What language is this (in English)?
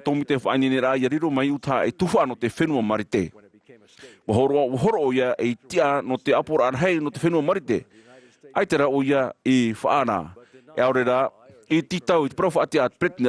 Tahitian